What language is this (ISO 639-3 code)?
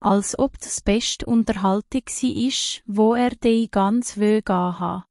gsw